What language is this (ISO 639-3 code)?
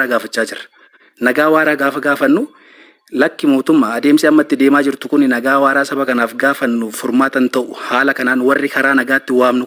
orm